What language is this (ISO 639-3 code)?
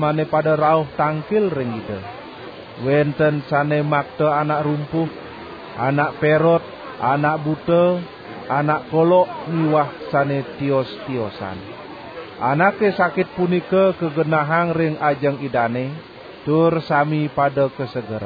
ban